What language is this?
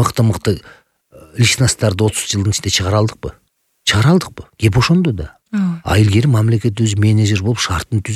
Kyrgyz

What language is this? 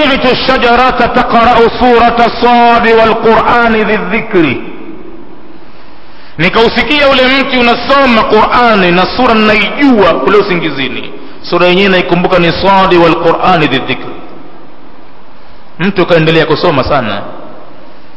Swahili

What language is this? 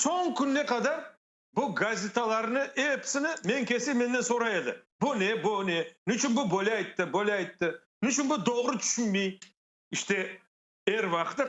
Crimean Tatar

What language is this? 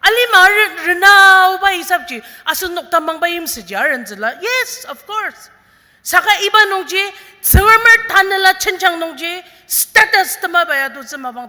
Ao Naga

